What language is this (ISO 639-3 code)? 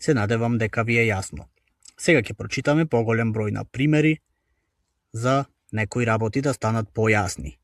mkd